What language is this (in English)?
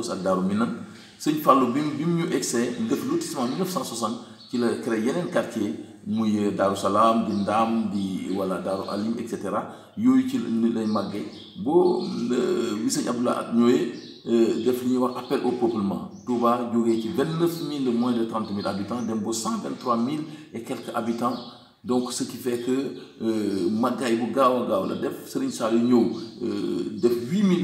Wolof